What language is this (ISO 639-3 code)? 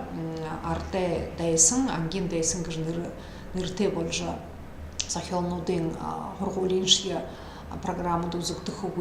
bua